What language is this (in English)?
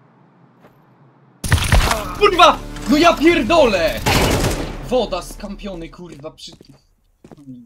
Polish